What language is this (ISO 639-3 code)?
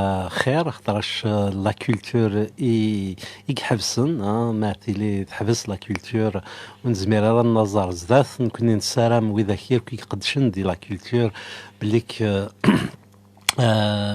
kab